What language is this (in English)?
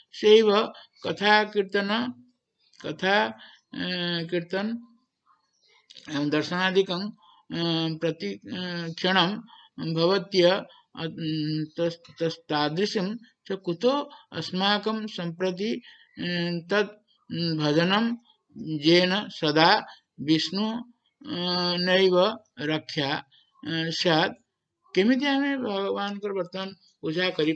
Odia